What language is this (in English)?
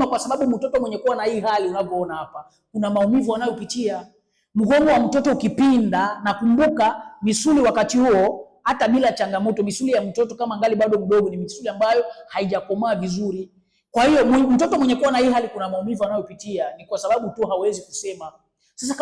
Swahili